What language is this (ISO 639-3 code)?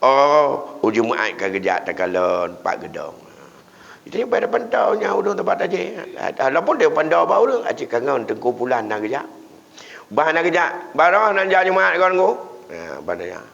ace